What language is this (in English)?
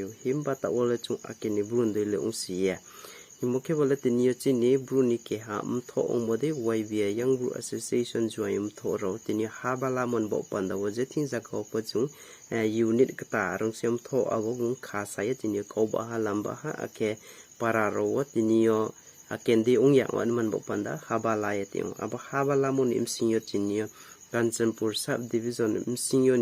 Riang (India)